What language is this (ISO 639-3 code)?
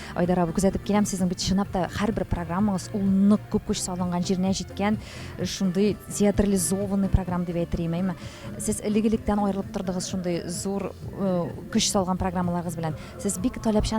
tat